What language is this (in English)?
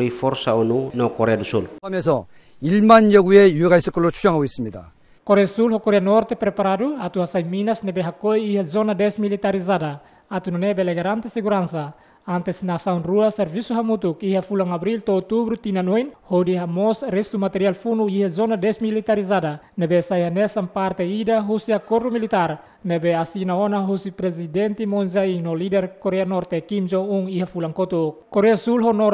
Tetum